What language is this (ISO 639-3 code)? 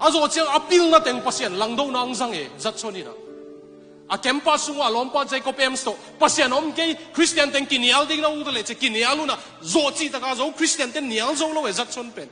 ctd